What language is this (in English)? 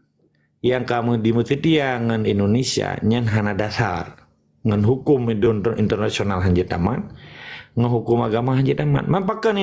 Achinese